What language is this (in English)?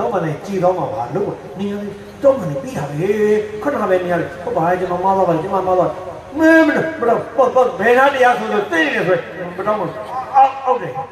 Burmese